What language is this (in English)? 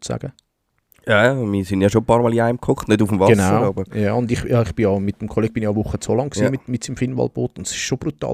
Swiss German